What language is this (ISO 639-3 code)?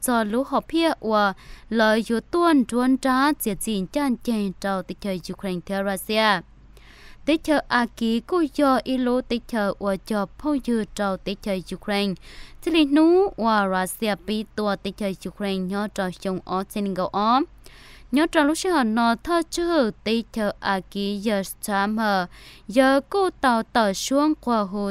hmn